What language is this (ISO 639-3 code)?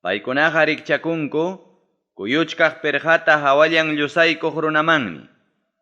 quy